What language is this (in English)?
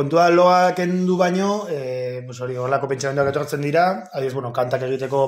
Basque